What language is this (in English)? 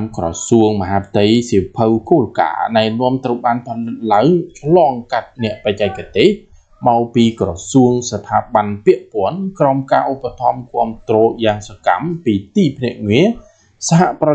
Khmer